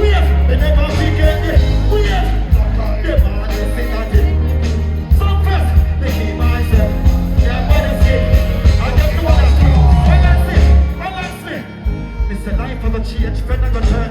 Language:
Jamaican Creole English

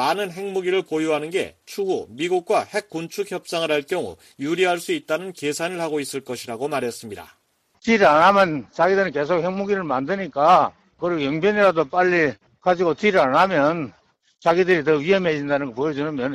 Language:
Korean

